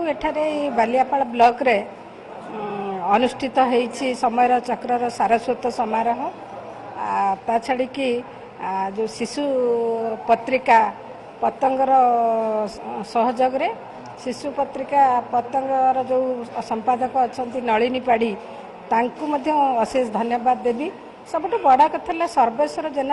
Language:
Odia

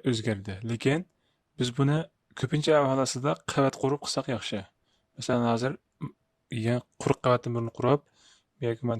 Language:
Uyghur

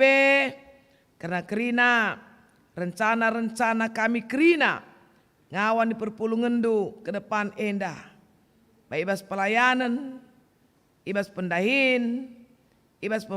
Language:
Batak Karo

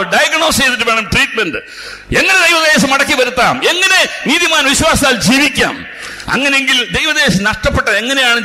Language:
Malayalam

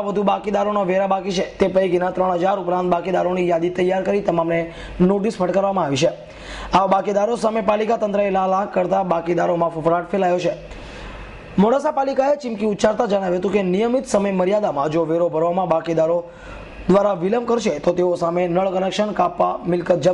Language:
Gujarati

